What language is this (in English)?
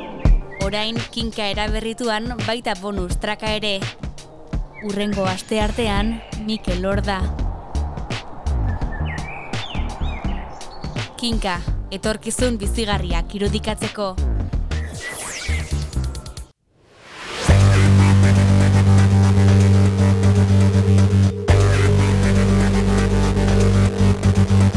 Basque